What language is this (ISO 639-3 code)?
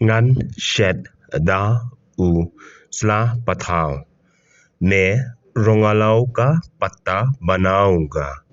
kha